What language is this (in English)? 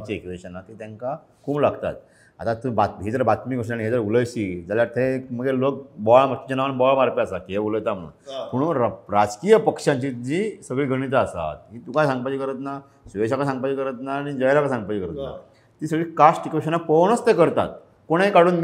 Konkani